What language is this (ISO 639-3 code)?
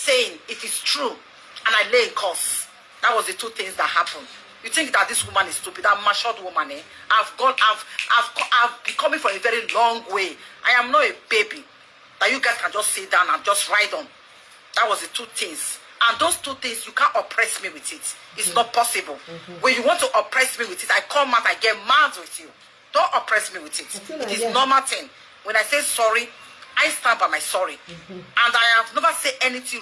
pcm